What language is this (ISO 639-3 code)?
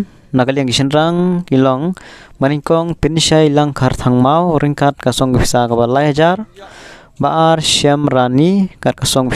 kha